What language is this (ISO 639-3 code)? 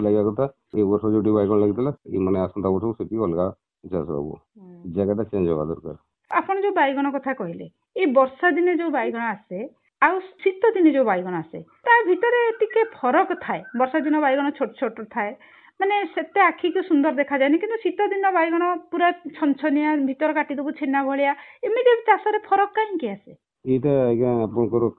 ori